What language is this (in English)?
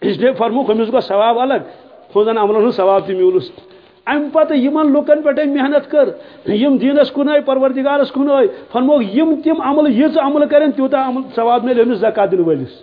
Kashmiri